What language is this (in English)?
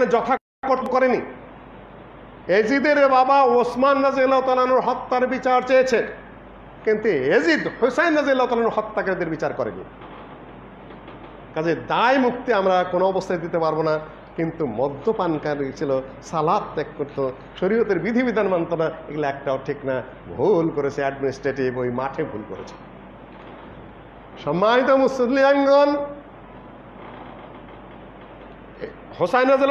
Bangla